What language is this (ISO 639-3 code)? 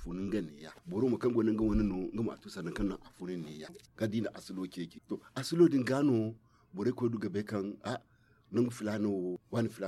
dje